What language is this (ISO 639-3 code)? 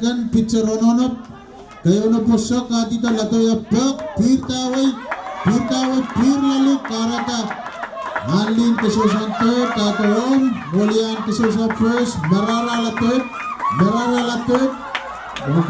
pon